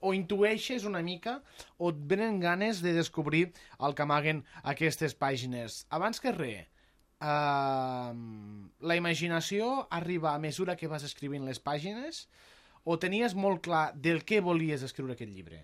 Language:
Catalan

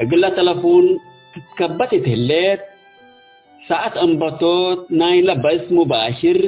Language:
Tigre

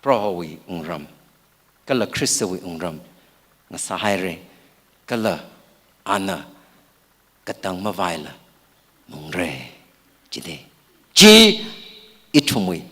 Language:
Tangkhul Naga (India)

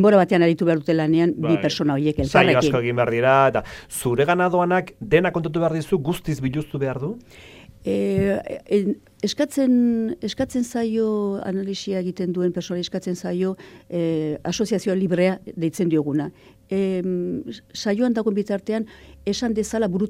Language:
Basque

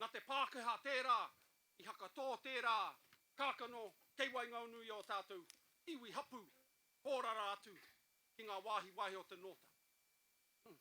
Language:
Māori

